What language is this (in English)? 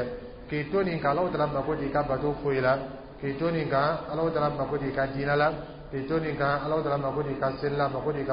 Dyula